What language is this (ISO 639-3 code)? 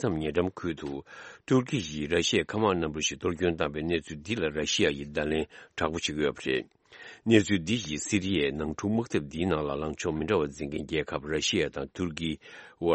bod